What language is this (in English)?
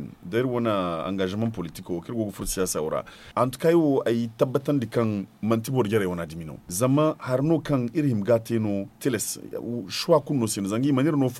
Zarma